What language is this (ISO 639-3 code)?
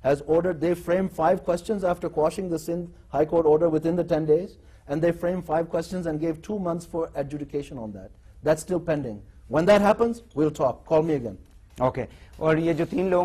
urd